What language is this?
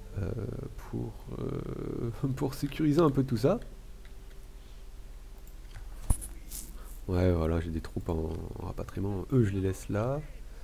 French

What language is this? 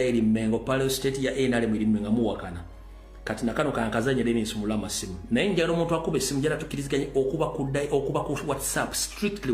Ganda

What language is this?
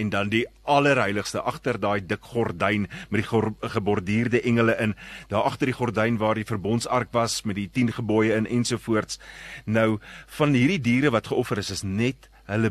Afrikaans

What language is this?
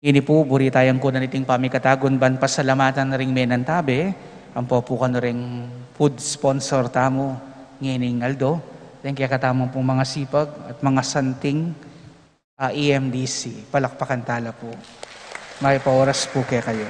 Pampanga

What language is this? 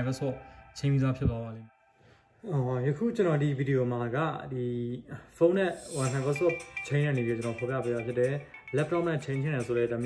Burmese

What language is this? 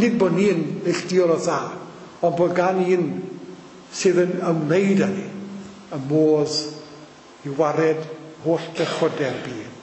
Welsh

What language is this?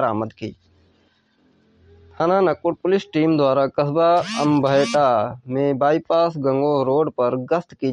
Hindi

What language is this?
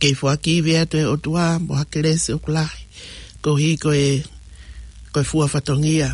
Tongan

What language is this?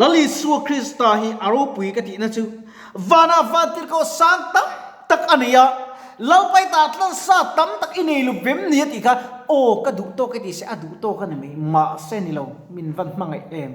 Mizo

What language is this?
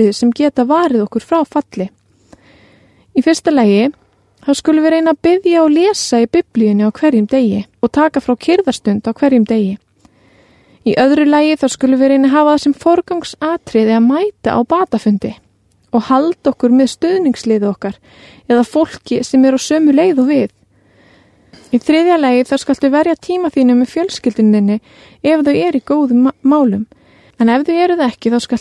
Icelandic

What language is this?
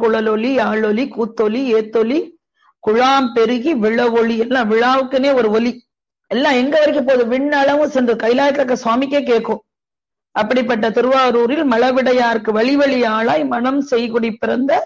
Tamil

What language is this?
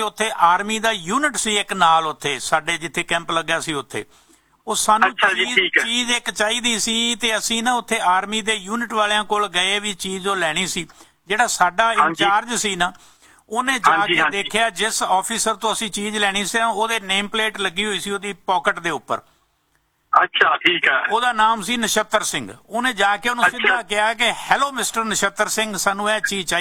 Punjabi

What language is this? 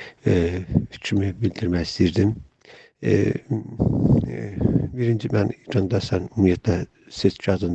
South Azerbaijani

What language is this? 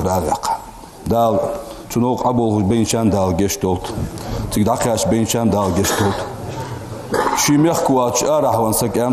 Ingush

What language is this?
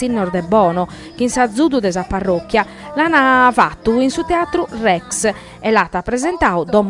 Sardinian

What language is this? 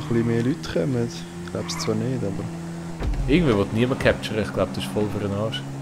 Swiss German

